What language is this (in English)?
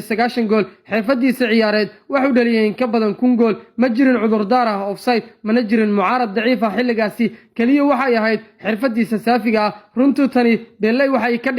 Somali